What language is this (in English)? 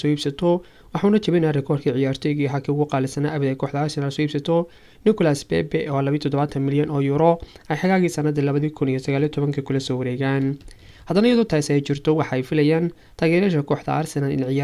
Somali